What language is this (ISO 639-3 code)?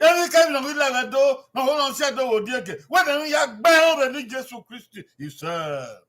bin